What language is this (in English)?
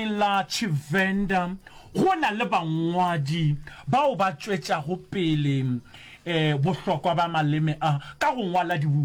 Northern Sotho